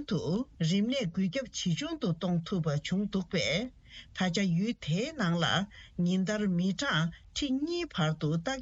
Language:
Tibetan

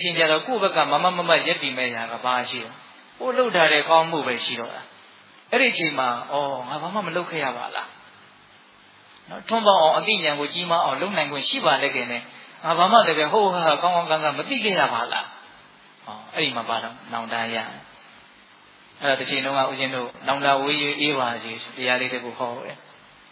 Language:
Burmese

